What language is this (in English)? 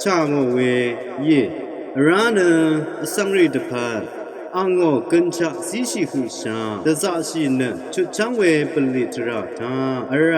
Rawang